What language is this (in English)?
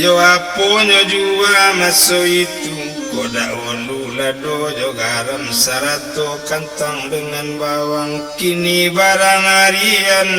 Minangkabau